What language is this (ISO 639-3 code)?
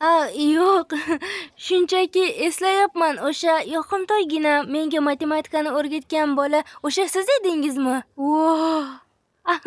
uzb